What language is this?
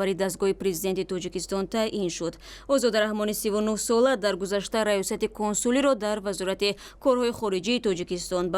Tajik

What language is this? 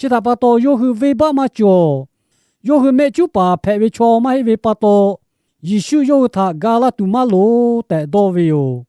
Lahu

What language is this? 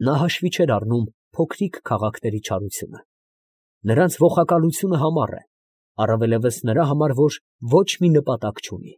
Armenian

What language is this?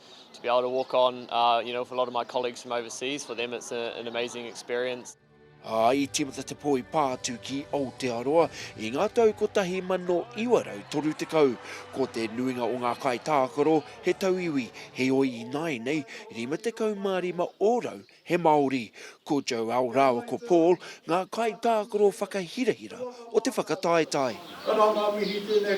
Māori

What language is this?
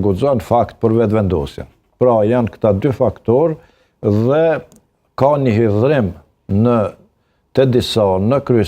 Albanian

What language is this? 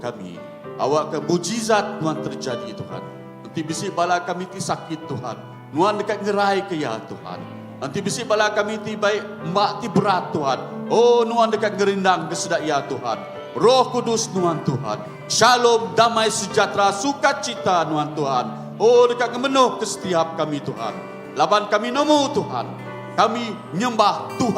Iban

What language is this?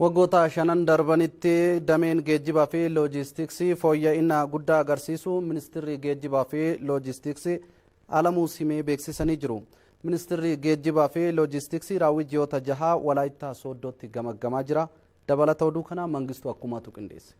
Oromo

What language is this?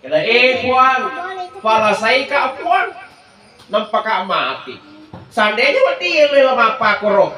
Buginese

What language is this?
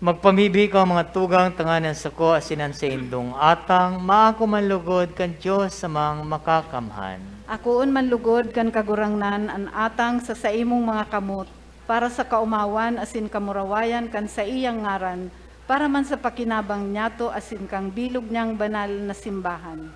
Bikol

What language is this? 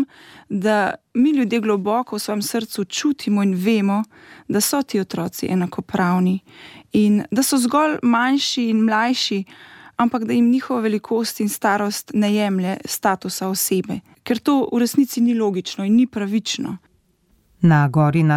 Slovenian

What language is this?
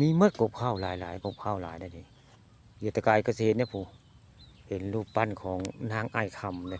Northeastern Thai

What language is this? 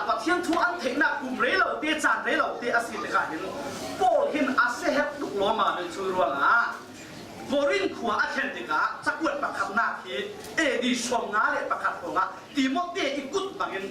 Falam Chin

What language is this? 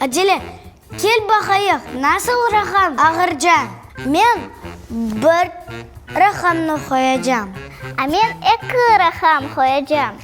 Crimean Tatar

